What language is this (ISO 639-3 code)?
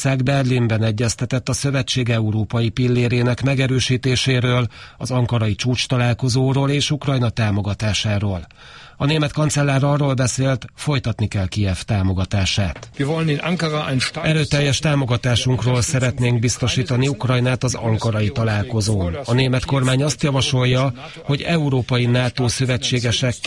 hun